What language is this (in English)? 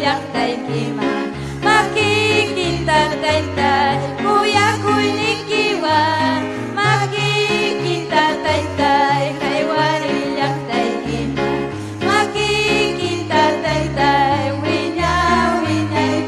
Ayacucho Quechua